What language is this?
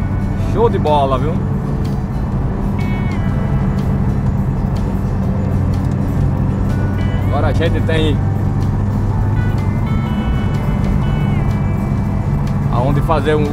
Portuguese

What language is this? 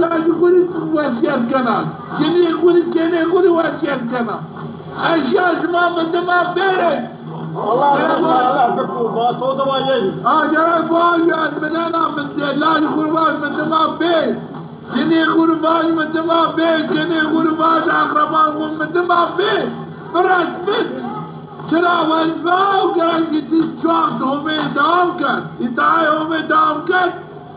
Zaza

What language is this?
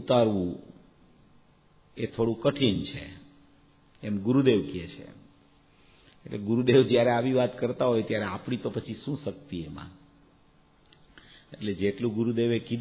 Gujarati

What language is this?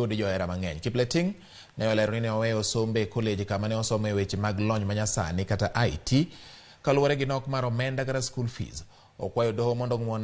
Luo (Kenya and Tanzania)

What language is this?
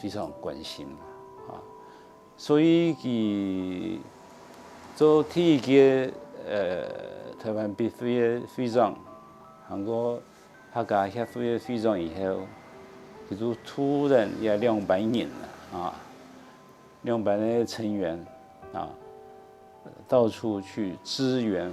Hakka Chinese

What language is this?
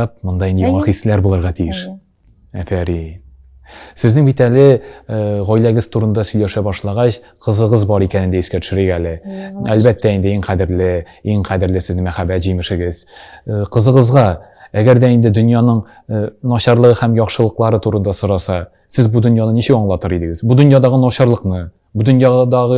Tatar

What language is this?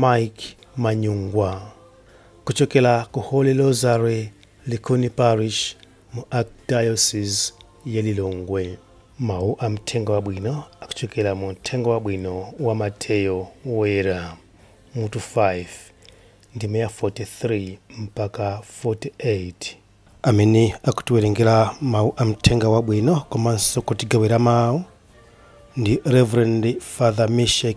Nyanja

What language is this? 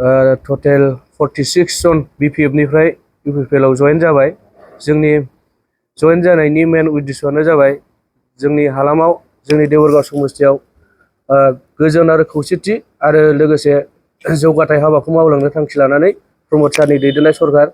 Bodo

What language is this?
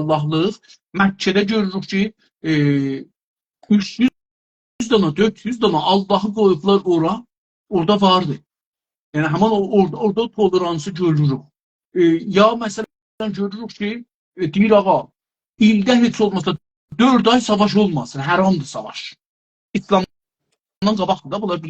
South Azerbaijani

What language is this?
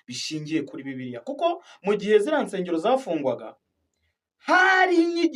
Kinyarwanda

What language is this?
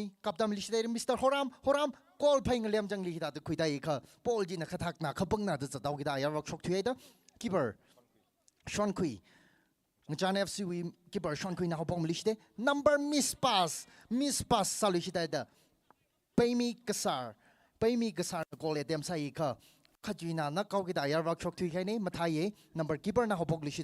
Tangkhul Naga (India)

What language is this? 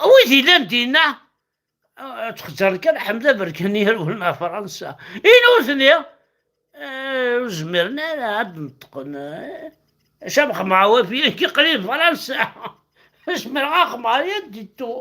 Kabyle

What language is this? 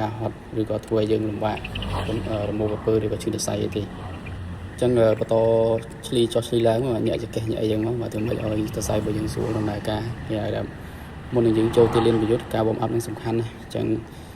Khmer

